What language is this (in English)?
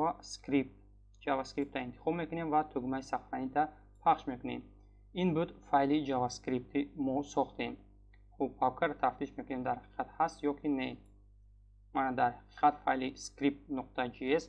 Tajik